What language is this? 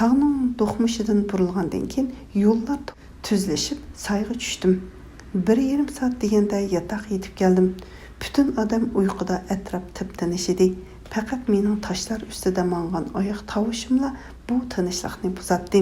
Uyghur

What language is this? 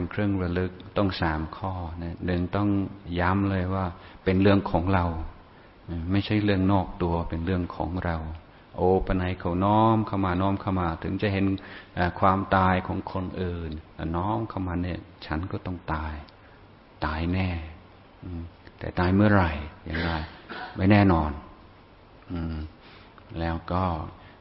Thai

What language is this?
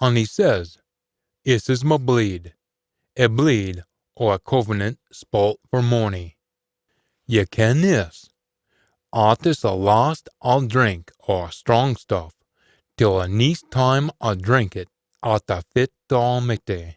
Scots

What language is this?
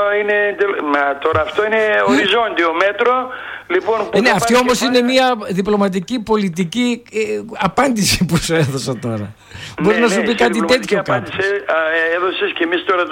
Greek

